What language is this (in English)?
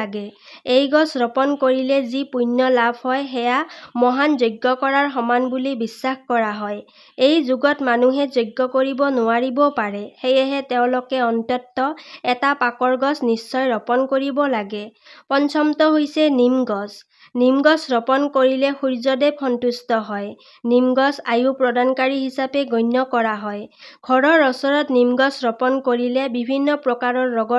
Assamese